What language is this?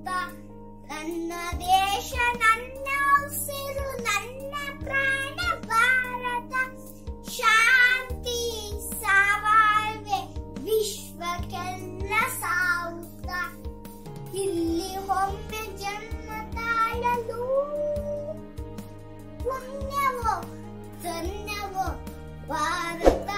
Kannada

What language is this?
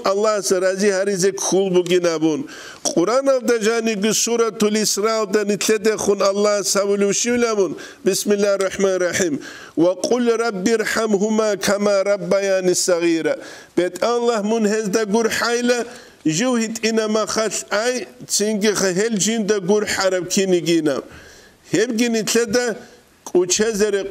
Avaric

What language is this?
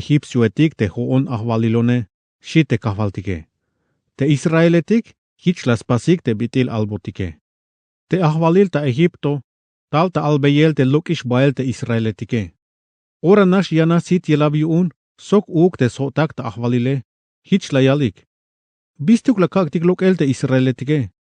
Tzeltal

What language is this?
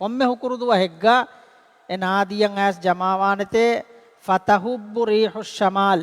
Divehi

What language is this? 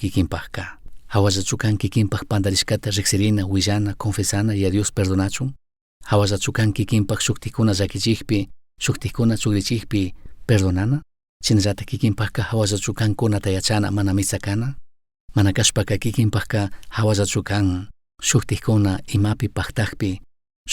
Chimborazo Highland Quichua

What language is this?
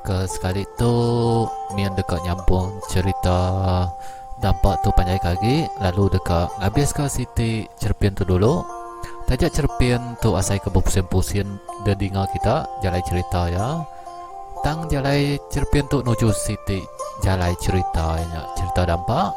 Iban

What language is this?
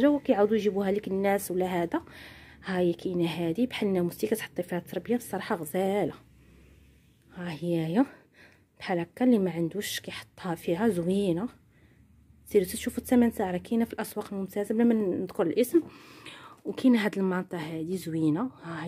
Moroccan Arabic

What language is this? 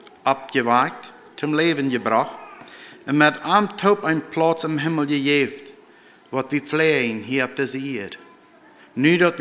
Plautdietsch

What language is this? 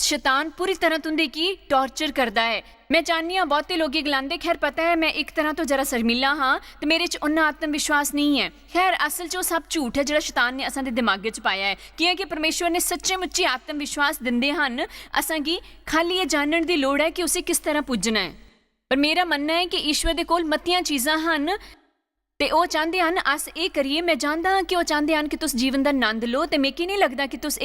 Dogri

